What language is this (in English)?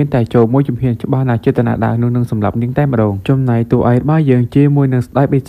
Khmer